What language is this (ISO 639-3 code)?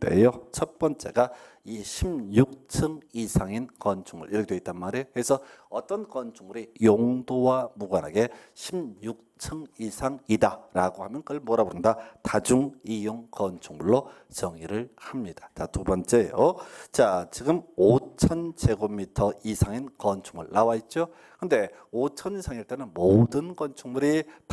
kor